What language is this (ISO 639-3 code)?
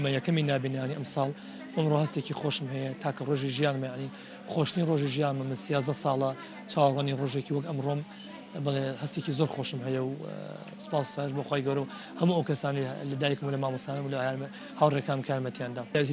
ckb